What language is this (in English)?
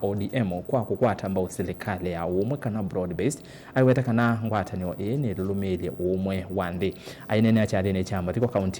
Kamba